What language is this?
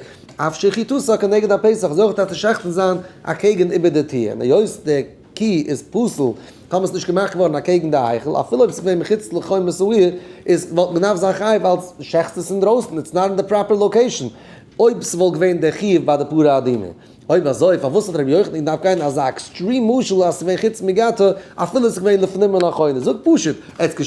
Yiddish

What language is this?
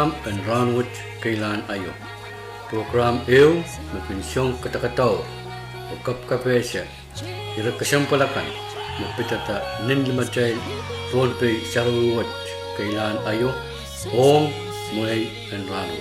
Pohnpeian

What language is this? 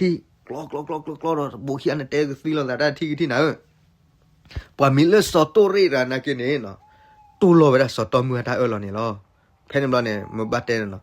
S'gaw Karen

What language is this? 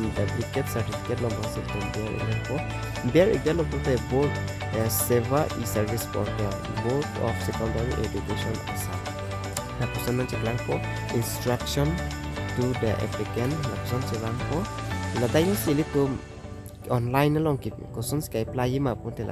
Karbi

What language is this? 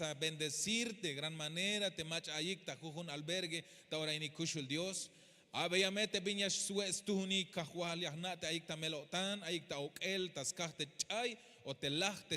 Tzeltal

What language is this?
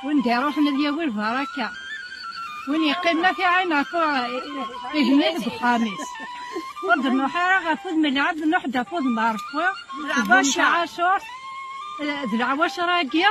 Kabyle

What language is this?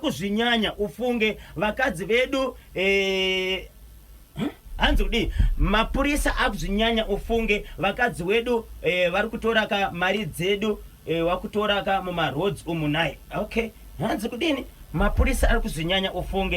Shona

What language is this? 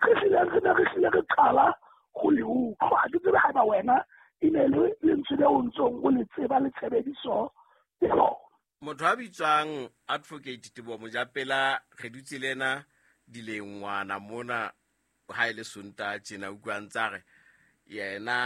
Southern Sotho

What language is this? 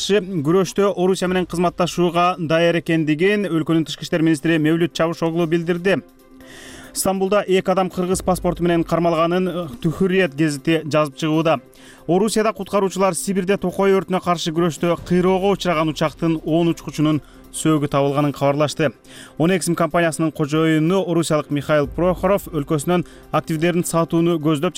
Kyrgyz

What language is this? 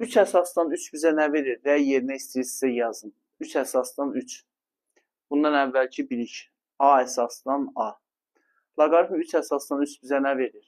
Azerbaijani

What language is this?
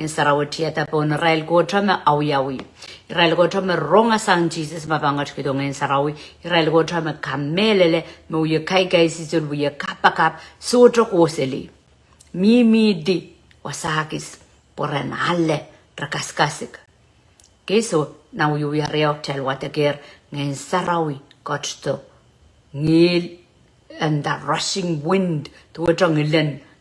Pohnpeian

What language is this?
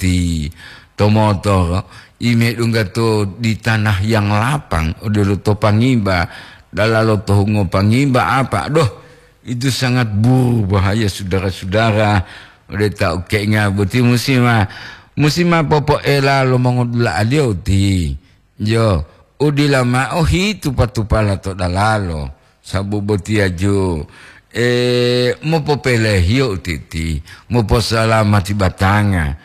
Gorontalo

